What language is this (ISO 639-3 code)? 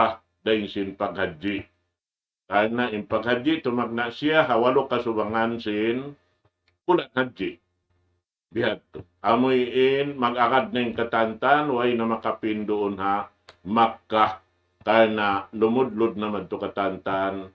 tsg